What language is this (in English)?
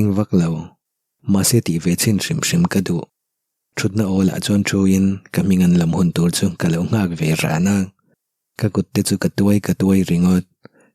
Mizo